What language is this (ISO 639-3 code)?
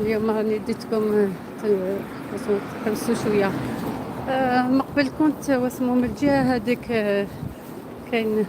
arq